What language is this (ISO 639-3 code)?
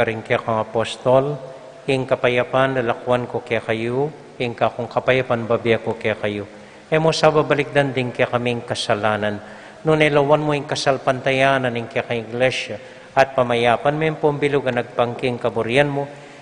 pam